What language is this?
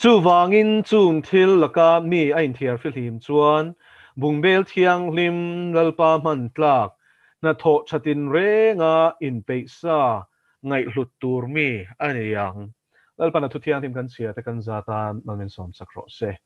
Mizo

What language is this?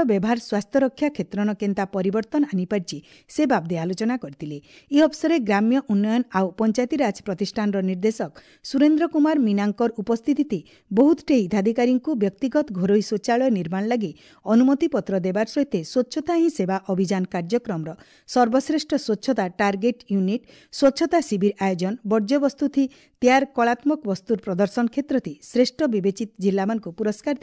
Odia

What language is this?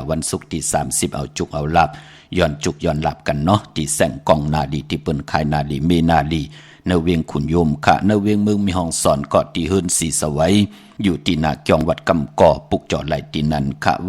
Shan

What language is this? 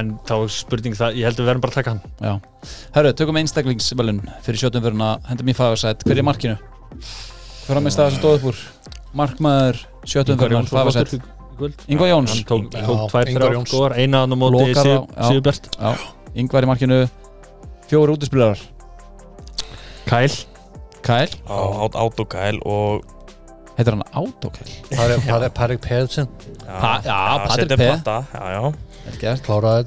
Icelandic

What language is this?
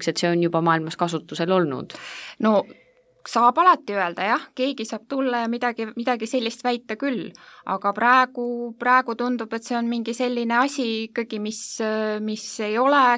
Estonian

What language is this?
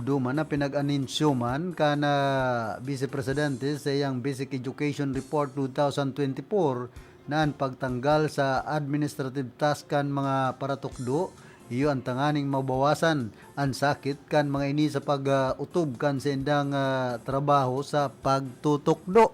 Bikol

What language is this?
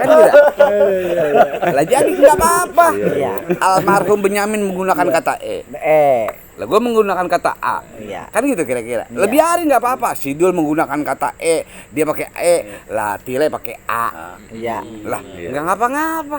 Betawi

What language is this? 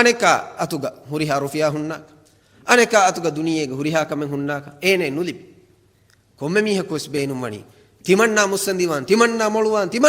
Divehi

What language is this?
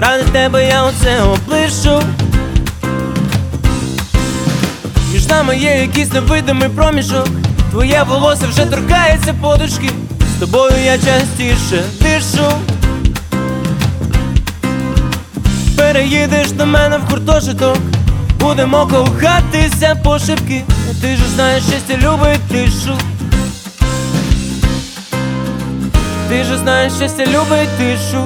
Ukrainian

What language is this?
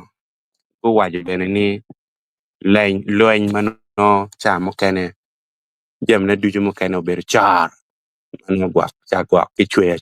Acoli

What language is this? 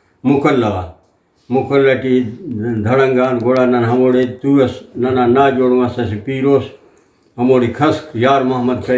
Brahui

